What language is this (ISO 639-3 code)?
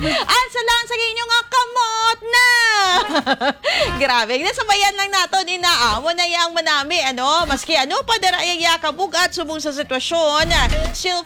hil